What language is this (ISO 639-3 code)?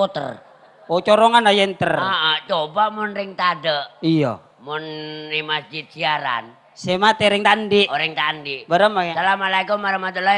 mad